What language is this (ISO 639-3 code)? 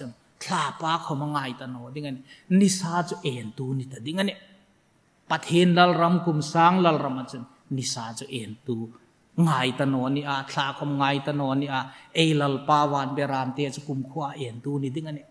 hmr